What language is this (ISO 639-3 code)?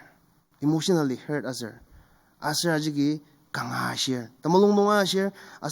njo